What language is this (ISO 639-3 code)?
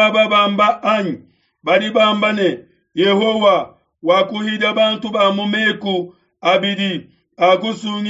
lua